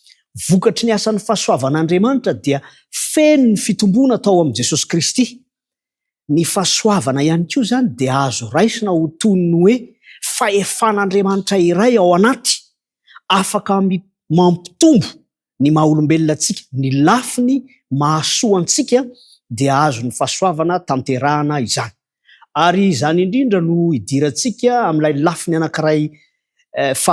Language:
Malagasy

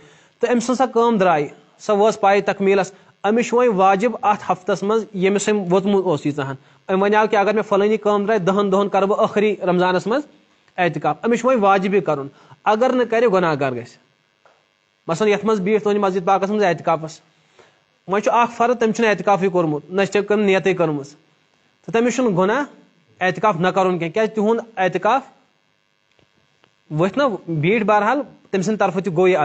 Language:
Kashmiri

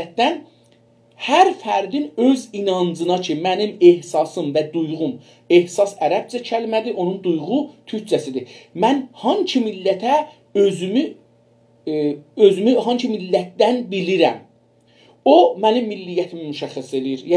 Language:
South Azerbaijani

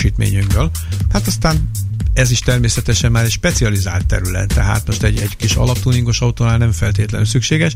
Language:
Hungarian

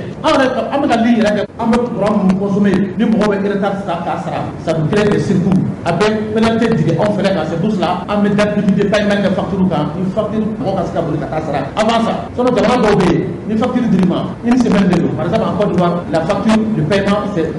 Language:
Bambara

